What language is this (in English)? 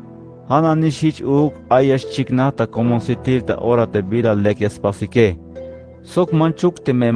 Tzeltal